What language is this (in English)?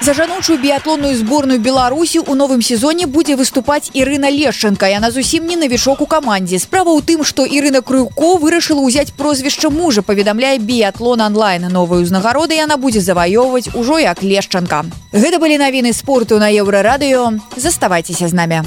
Belarusian